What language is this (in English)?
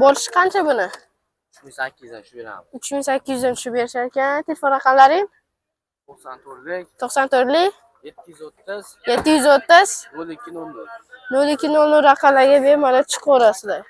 Uzbek